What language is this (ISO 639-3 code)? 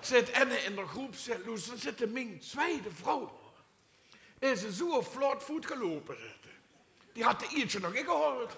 lim